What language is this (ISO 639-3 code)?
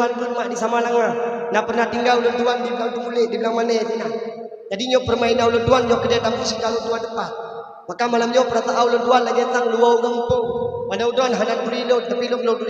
ace